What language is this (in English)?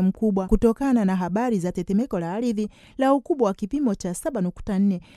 Swahili